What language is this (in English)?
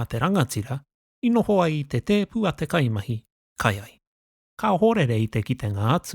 Māori